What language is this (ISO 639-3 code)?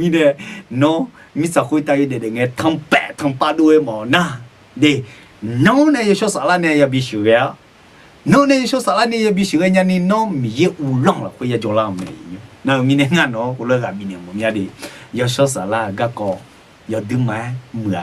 ahk